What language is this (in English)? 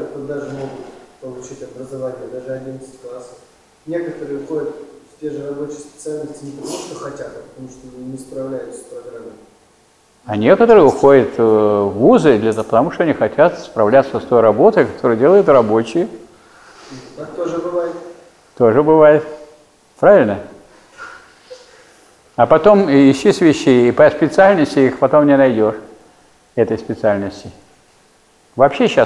Russian